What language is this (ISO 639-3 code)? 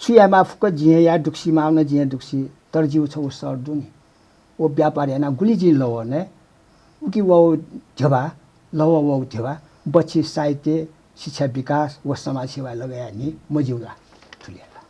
new